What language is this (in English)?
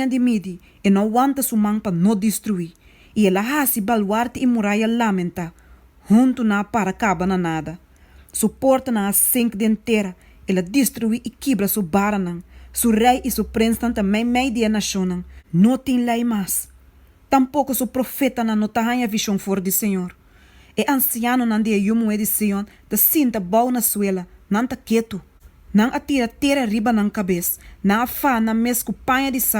Papiamento